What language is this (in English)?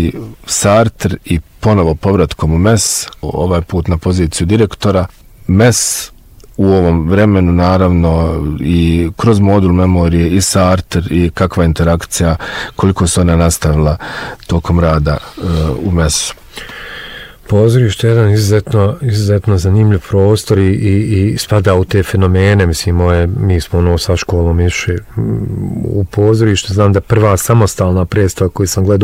Bosnian